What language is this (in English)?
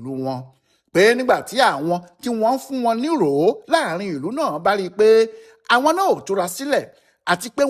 Yoruba